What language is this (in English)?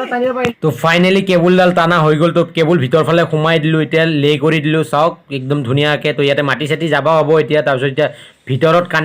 Assamese